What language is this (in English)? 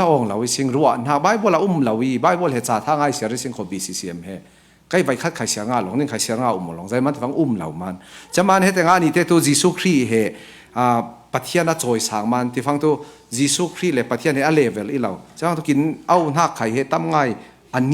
Falam Chin